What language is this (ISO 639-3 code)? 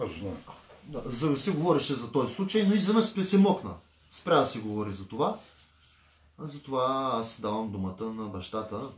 bul